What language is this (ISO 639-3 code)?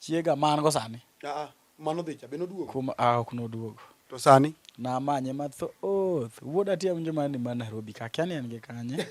luo